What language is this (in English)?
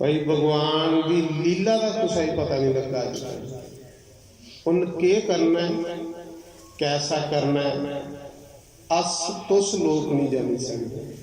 Dogri